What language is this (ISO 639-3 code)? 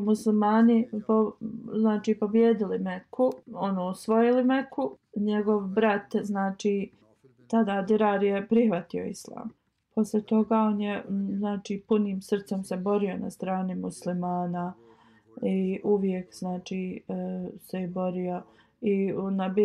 bos